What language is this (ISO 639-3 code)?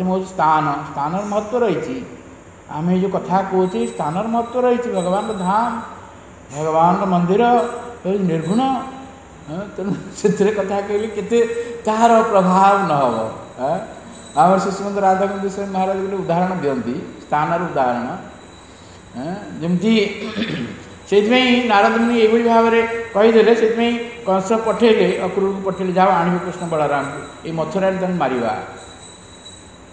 ori